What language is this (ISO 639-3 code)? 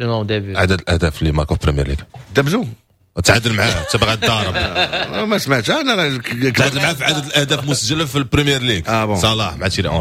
ary